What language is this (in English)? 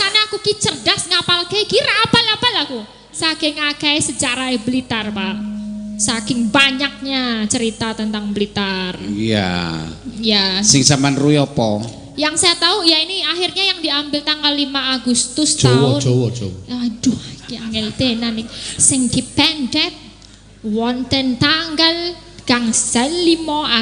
Javanese